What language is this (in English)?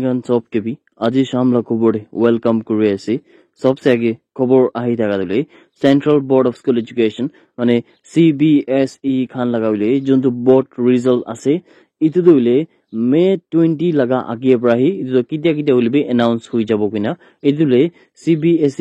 Naga Pidgin